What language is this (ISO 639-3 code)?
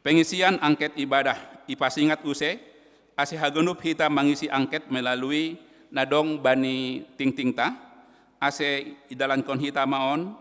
bts